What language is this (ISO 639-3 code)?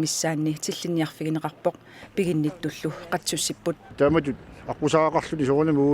kal